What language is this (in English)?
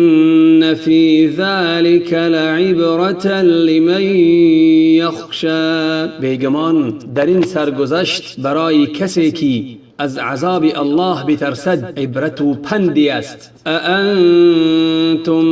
Tajik